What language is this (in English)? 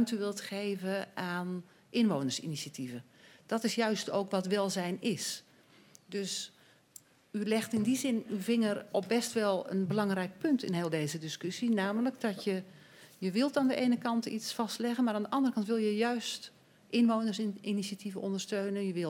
Dutch